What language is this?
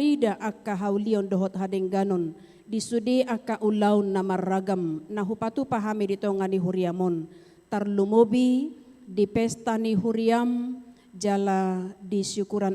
Batak Toba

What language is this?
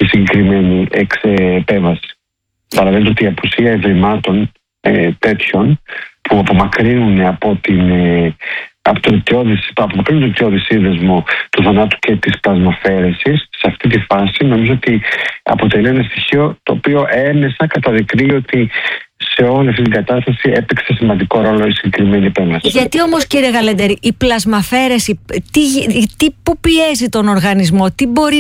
Greek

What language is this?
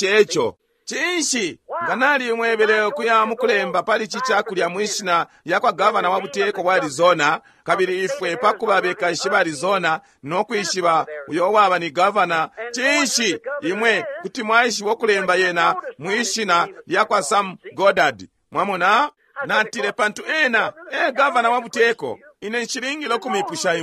Bemba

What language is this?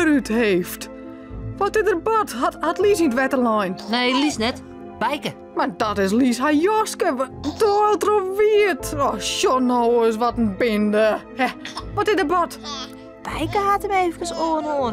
Western Frisian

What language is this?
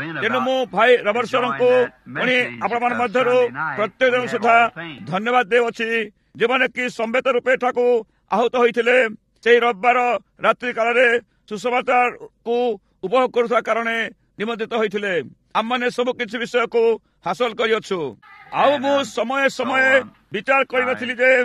Odia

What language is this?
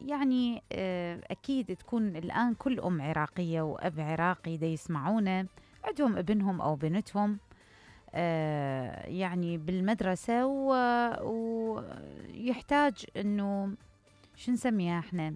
Mesopotamian Arabic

